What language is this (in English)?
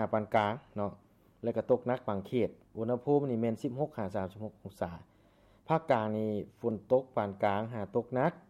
Lao